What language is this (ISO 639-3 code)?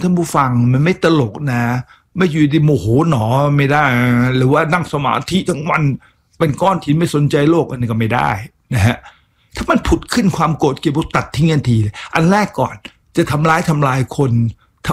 tha